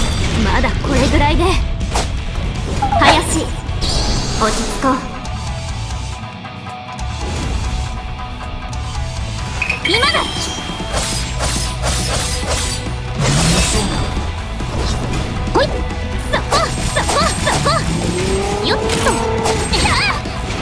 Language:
Japanese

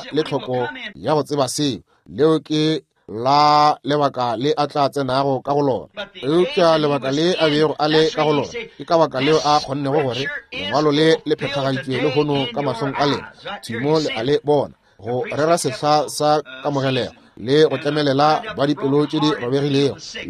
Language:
Northern Sotho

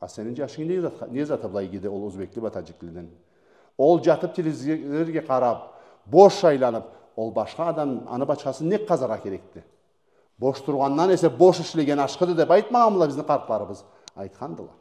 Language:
Karachay-Balkar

